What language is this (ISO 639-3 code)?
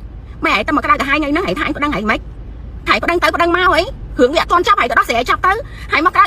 khm